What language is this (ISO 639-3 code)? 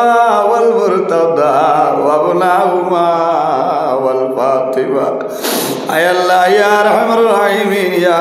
syl